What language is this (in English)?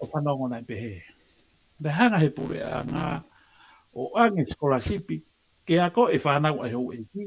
Tongan